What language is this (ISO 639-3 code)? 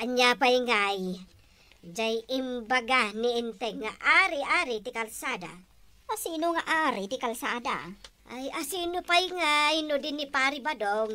ilo